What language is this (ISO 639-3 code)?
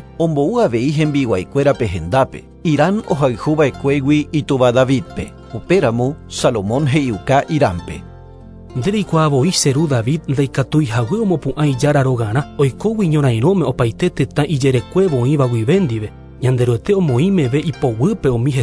grn